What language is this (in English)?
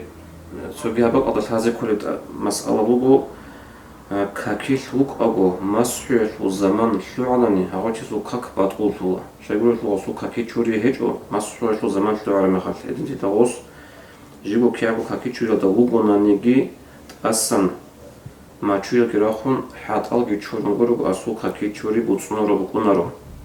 Avaric